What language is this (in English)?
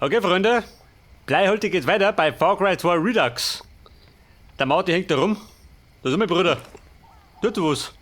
Bavarian